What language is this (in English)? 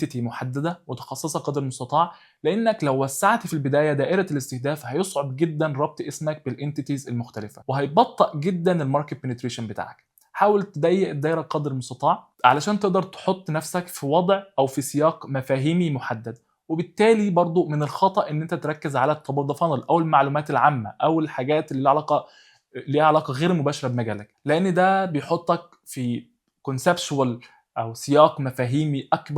Egyptian Arabic